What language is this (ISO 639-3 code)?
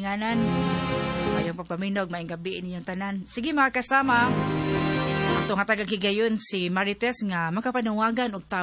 ceb